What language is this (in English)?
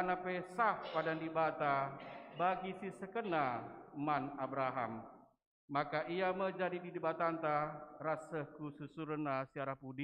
Batak Karo